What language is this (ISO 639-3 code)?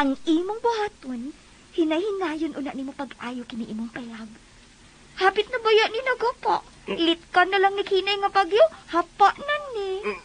ceb